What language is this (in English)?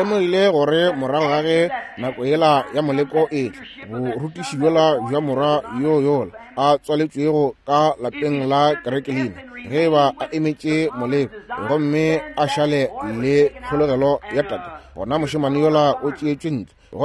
Northern Sotho